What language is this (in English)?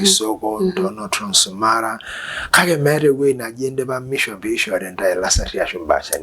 Masai